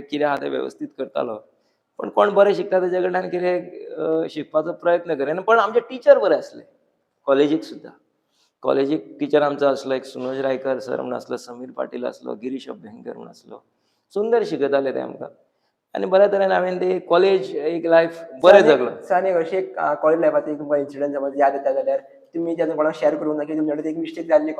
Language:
Konkani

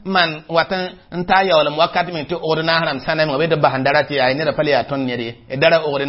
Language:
Mossi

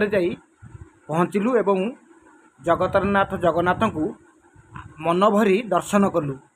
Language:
Odia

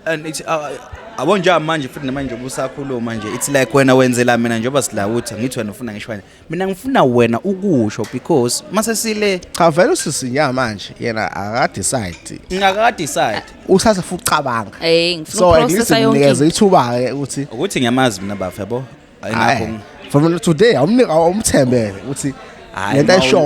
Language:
Zulu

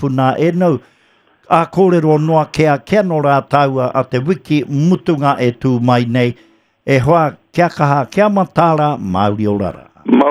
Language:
Māori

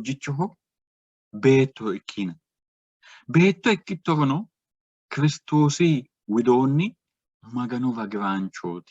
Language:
Sidamo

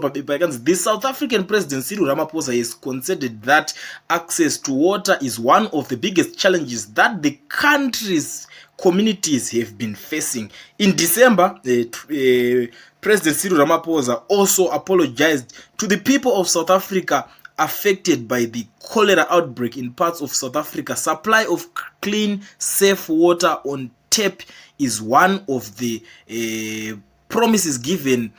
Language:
Shona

